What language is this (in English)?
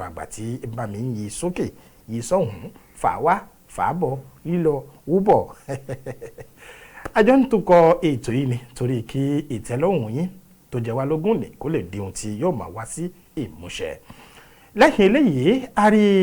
Yoruba